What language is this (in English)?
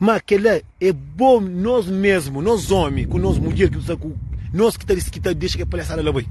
Kabuverdianu